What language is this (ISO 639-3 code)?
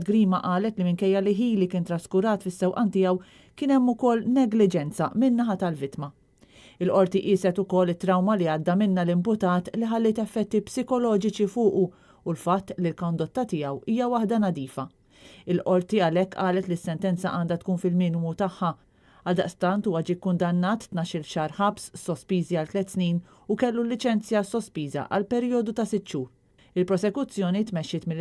mlt